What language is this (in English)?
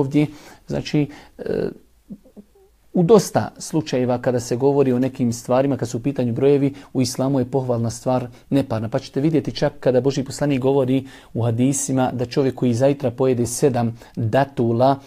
Bosnian